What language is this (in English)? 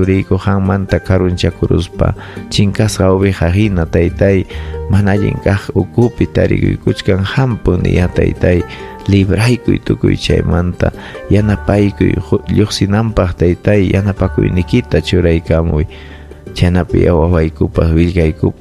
Ayacucho Quechua